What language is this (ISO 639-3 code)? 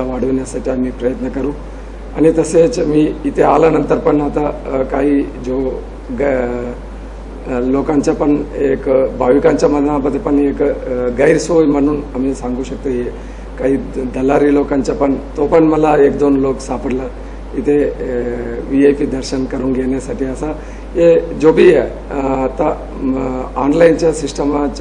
mar